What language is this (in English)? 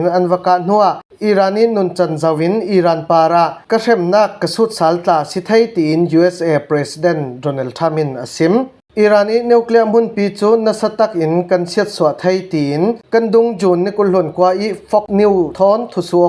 Falam Chin